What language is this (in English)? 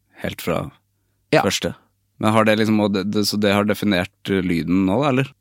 Norwegian